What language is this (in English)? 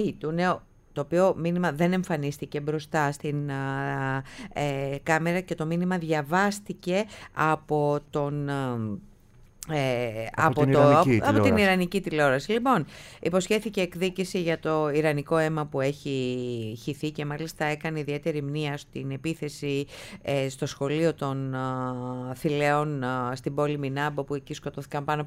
Greek